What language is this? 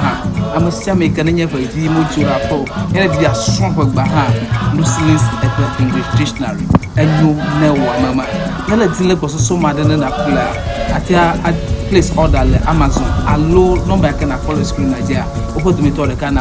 Ewe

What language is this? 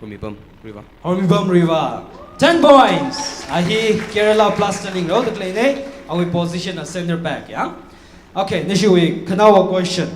Tangkhul Naga (India)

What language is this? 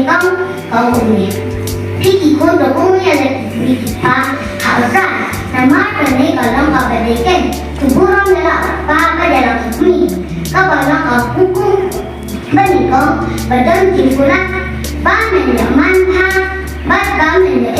Khasi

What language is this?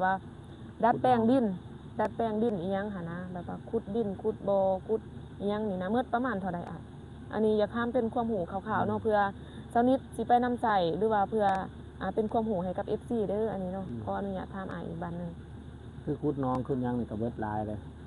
Lao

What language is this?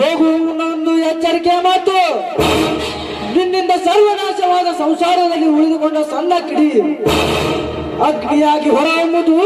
Kannada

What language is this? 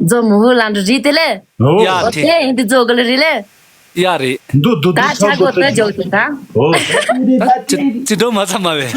Tibetan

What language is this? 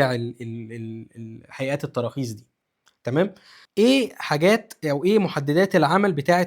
Egyptian Arabic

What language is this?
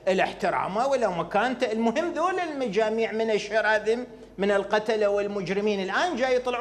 Mesopotamian Arabic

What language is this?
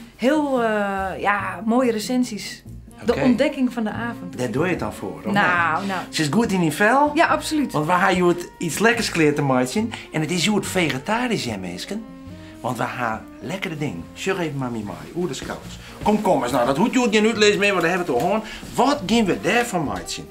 Western Frisian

